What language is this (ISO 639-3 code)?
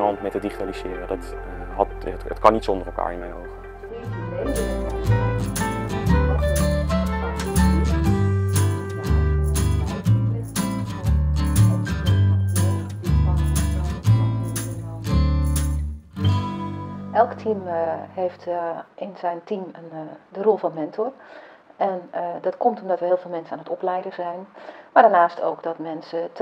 nld